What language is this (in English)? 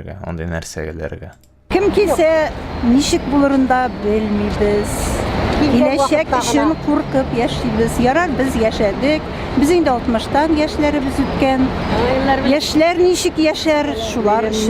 Tatar